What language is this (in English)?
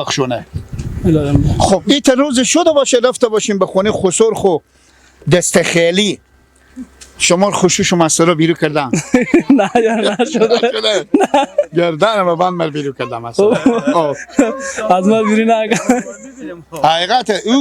Persian